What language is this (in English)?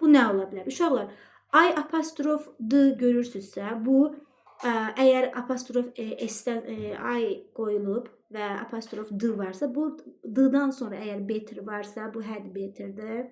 Azerbaijani